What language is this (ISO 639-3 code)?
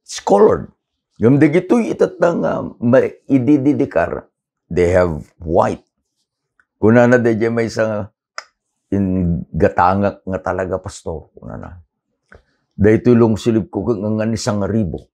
ilo